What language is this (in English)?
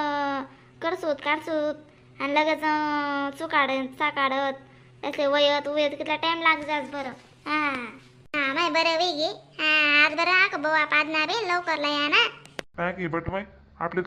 Khandesi